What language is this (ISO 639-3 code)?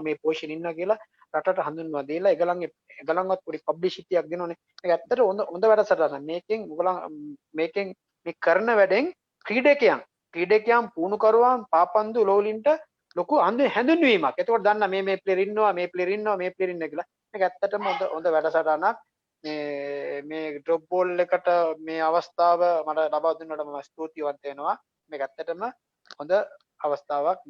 sin